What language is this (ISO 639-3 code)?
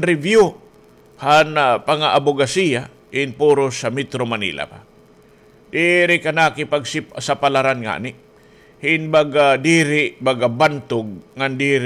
war